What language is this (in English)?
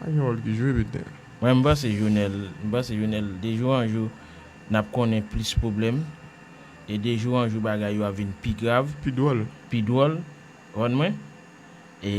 Haitian Creole